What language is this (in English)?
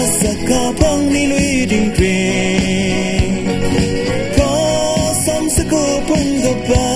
Kachin